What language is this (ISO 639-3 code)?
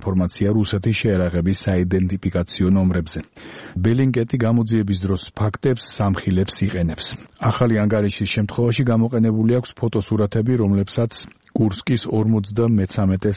kat